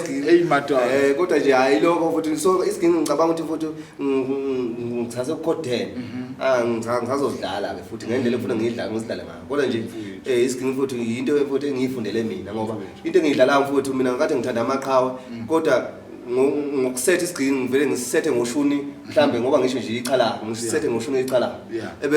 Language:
Zulu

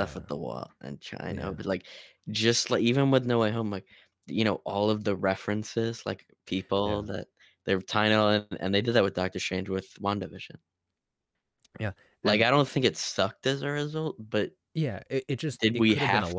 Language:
English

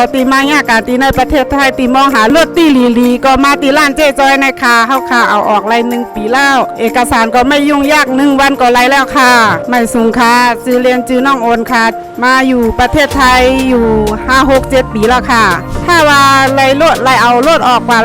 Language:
Shan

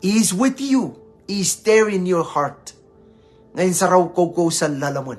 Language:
Pohnpeian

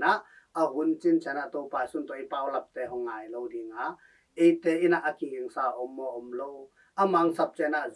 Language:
Tedim Chin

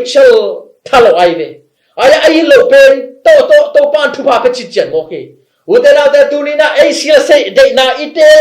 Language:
Tedim Chin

